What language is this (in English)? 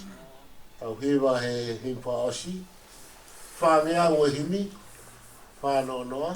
Tongan